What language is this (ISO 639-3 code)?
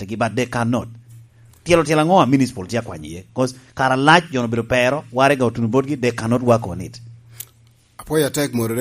laj